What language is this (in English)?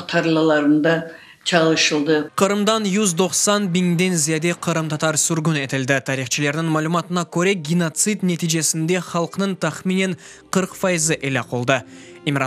Crimean Tatar